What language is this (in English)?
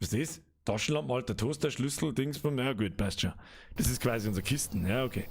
Bavarian